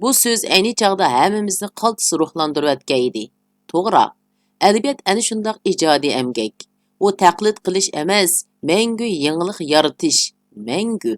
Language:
Uyghur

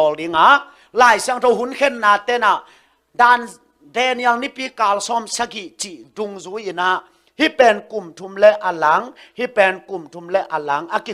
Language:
Tedim Chin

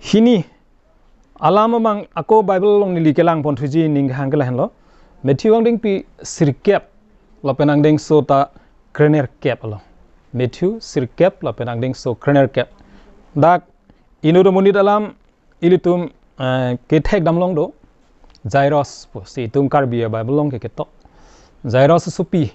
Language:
Karbi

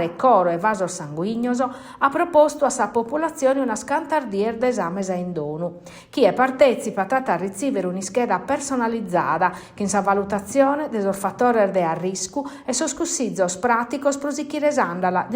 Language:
Sardinian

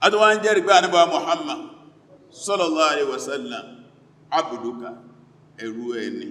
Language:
Yoruba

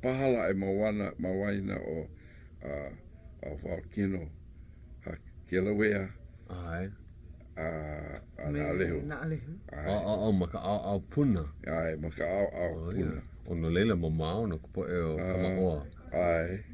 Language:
Hawaiian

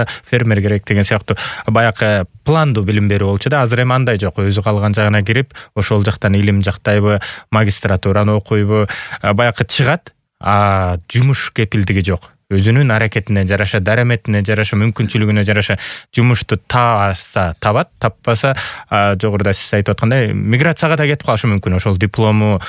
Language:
Kyrgyz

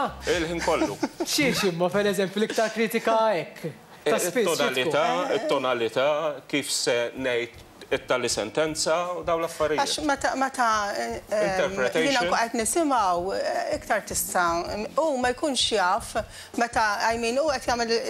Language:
Maltese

